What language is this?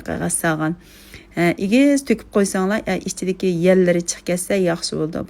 Uyghur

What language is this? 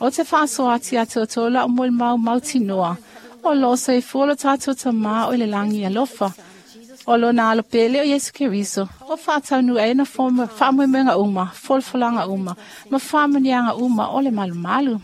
Samoan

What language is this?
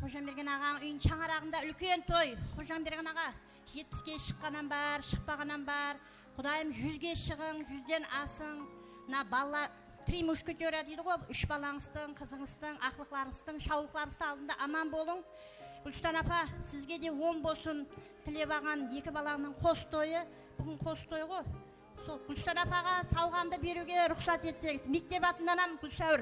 Kara-Kalpak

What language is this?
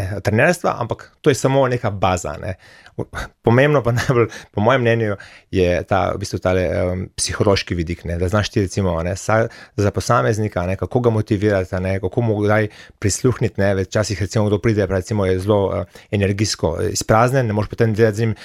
Slovenian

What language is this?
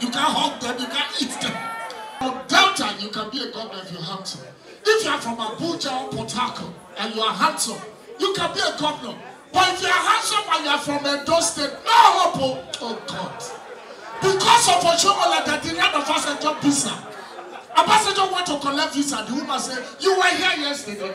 Nigerian Pidgin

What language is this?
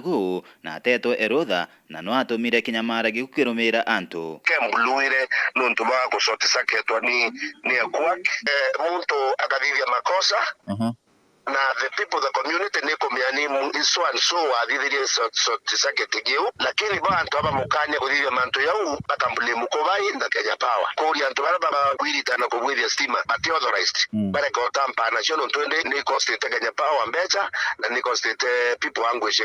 Meru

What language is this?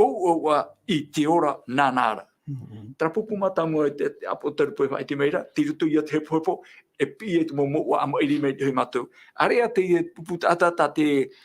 Tahitian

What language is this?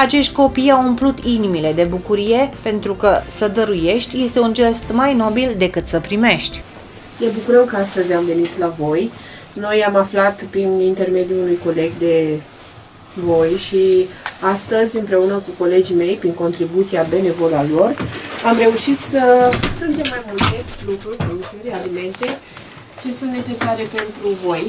Romanian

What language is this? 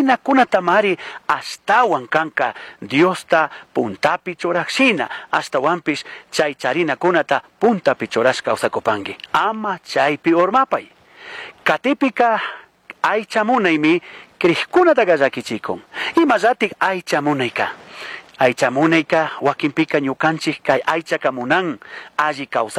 Chimborazo Highland Quichua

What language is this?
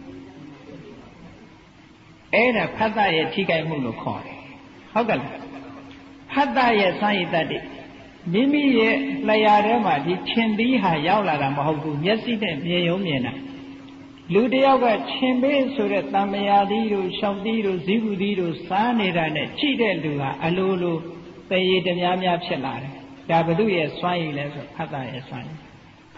Burmese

